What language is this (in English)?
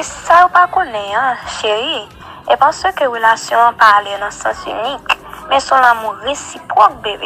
Haitian Creole